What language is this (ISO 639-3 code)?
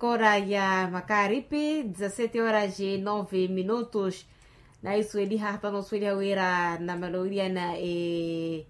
vmw